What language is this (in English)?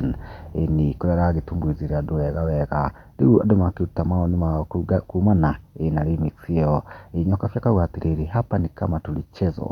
Kikuyu